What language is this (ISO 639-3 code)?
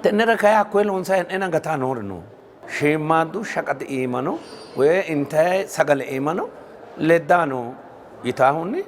sid